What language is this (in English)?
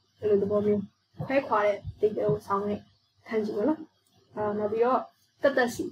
Burmese